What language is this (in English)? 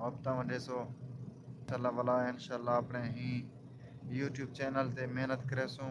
Saraiki